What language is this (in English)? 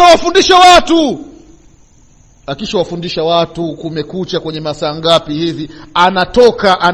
Swahili